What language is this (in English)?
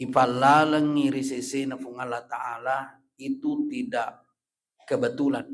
Buginese